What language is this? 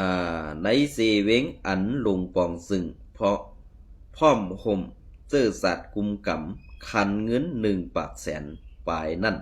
Shan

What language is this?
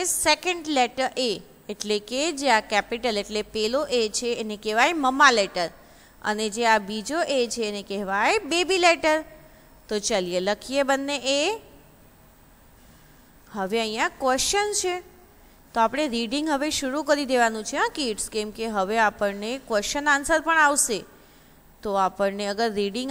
Gujarati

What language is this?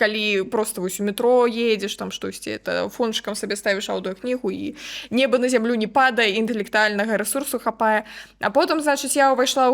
Belarusian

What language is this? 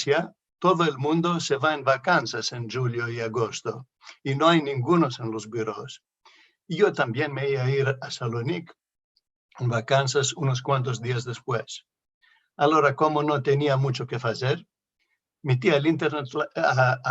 Ladino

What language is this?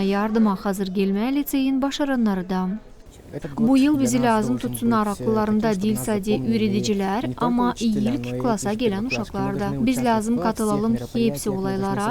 Gagauz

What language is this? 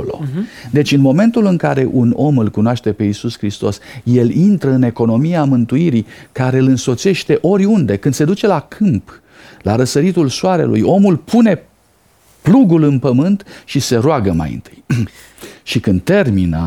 Romanian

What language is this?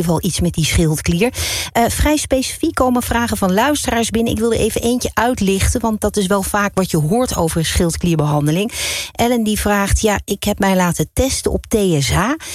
Dutch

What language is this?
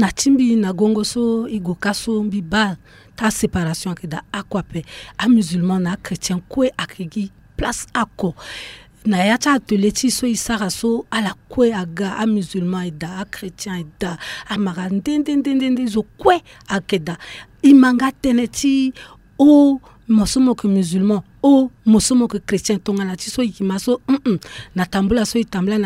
Sango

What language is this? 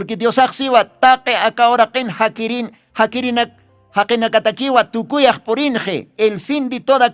Aymara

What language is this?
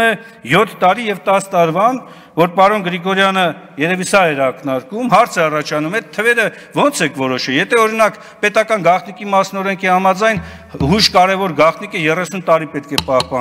Armenian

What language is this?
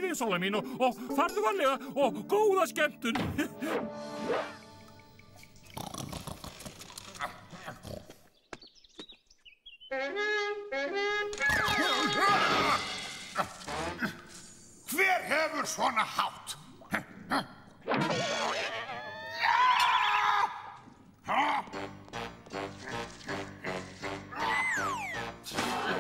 Icelandic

